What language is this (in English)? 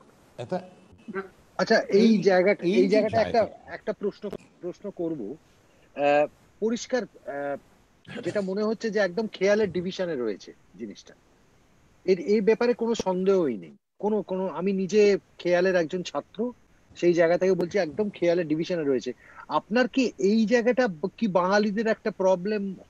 Bangla